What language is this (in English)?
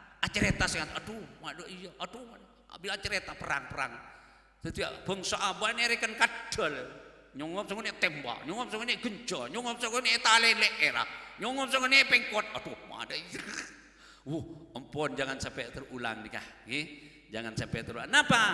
Madurese